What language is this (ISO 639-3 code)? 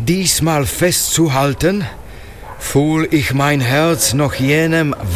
slk